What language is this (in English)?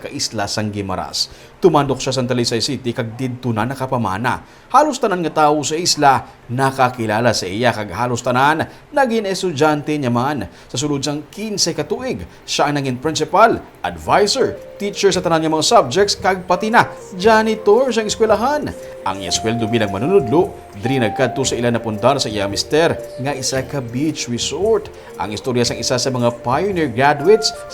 Hiligaynon